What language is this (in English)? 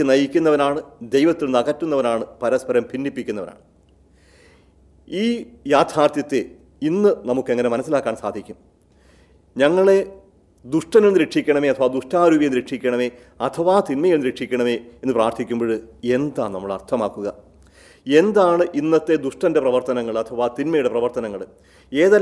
Malayalam